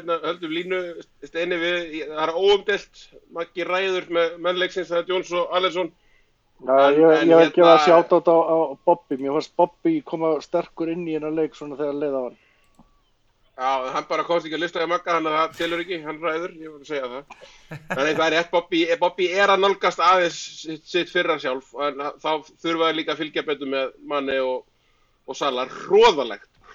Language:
Icelandic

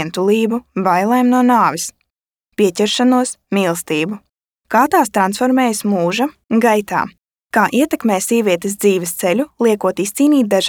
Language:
Latvian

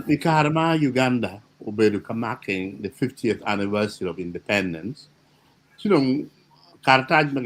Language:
Acoli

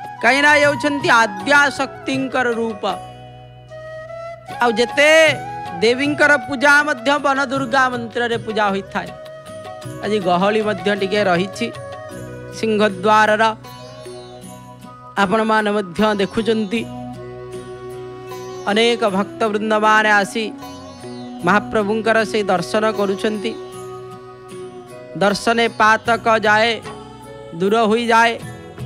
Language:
Odia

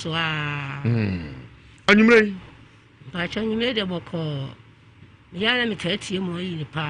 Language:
Akan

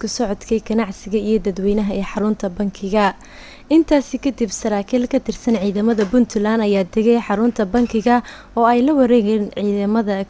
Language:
Somali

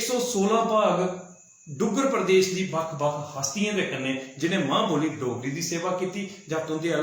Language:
Dogri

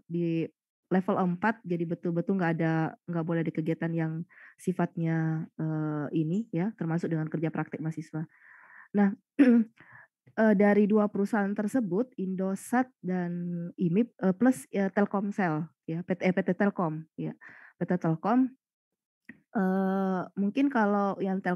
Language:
Indonesian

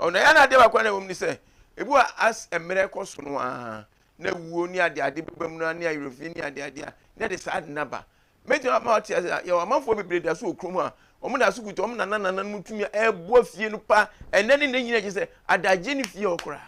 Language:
Akan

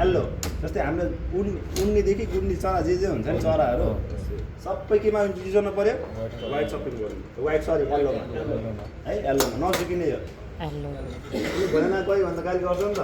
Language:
Nepali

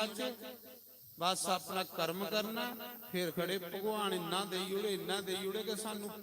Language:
Dogri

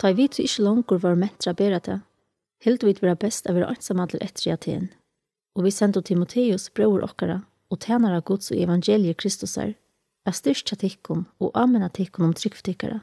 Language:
Faroese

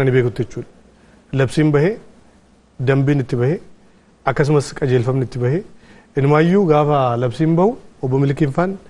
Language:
Oromo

